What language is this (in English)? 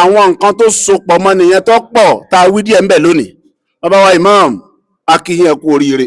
Yoruba